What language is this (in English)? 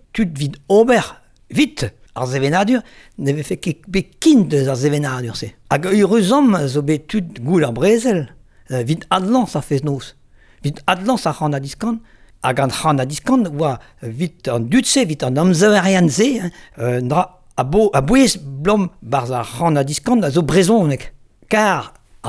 Breton